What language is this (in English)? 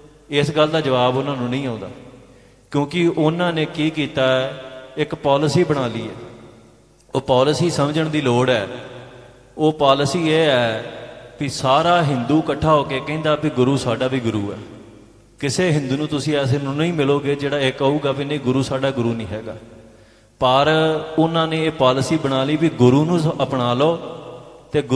Punjabi